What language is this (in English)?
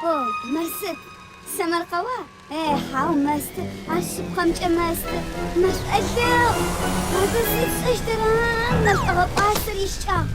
Adyghe